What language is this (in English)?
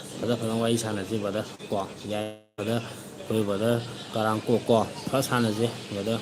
Manipuri